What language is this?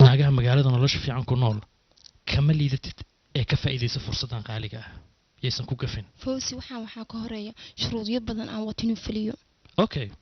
Somali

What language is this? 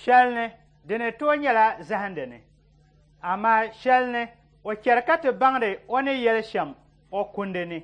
Dagbani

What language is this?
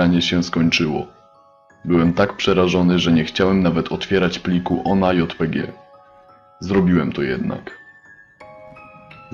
Polish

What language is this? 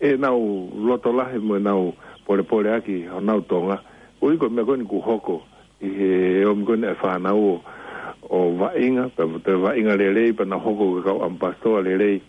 Tongan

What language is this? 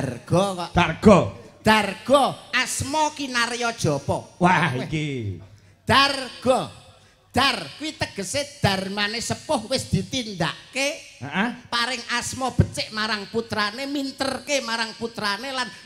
Javanese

